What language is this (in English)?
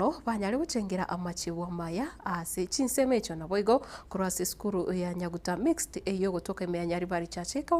Gusii